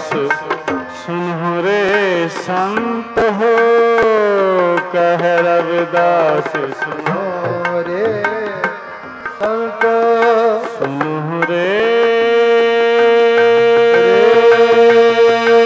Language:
Punjabi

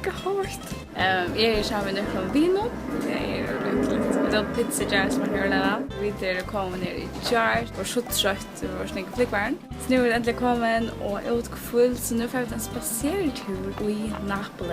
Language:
Faroese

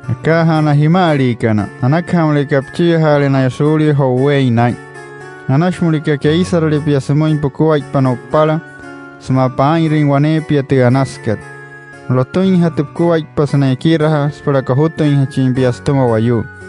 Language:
Wayuu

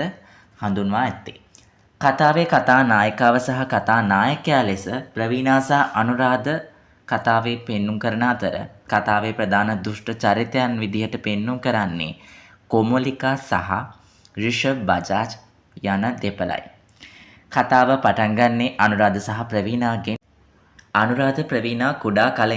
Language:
Sinhala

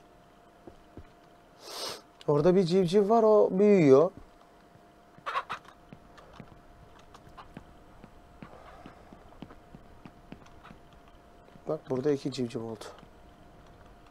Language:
Turkish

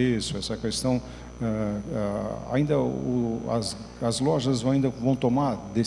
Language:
Portuguese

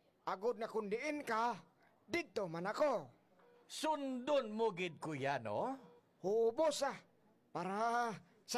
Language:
Hiligaynon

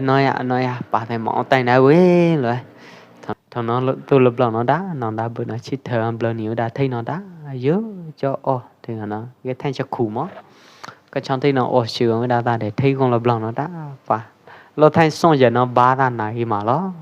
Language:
Pwo Eastern Karen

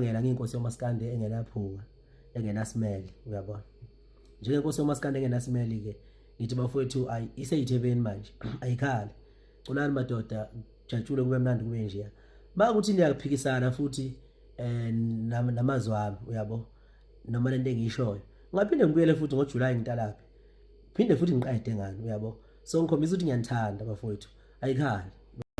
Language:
Zulu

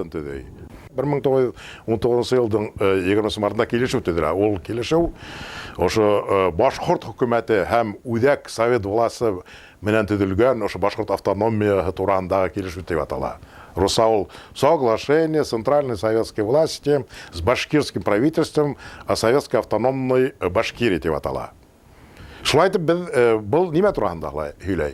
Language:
Bashkir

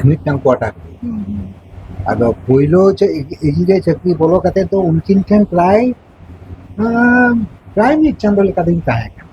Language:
Santali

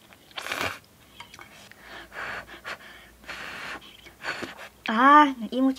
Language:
Korean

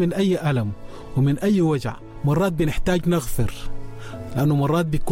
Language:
Sudanese Arabic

